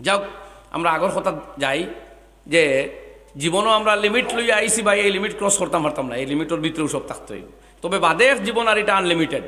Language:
Sylheti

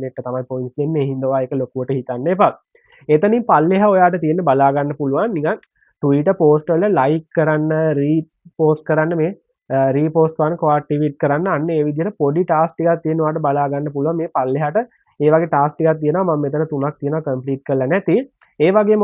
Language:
Sinhala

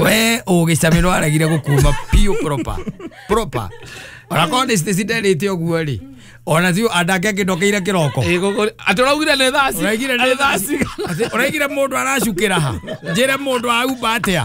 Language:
Kikuyu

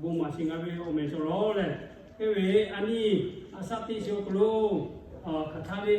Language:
Lahu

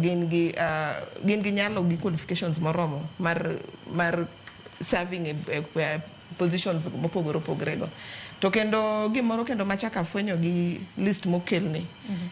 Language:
Luo (Kenya and Tanzania)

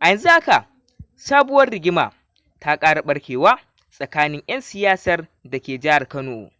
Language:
Hausa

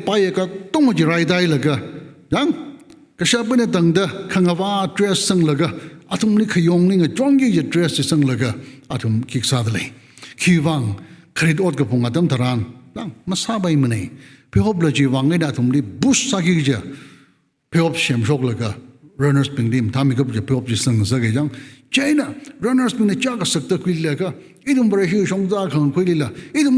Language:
Tangkhul Naga (India)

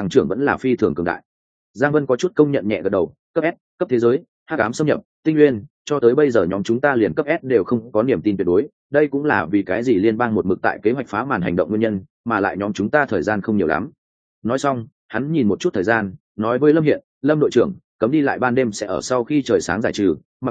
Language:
Vietnamese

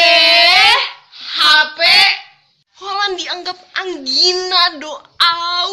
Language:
Batak Toba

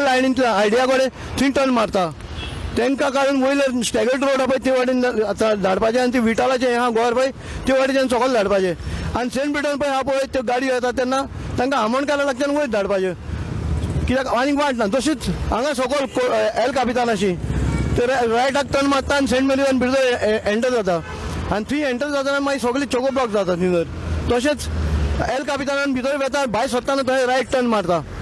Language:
Konkani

